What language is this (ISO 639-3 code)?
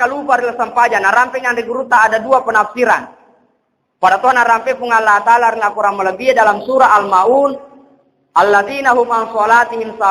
bug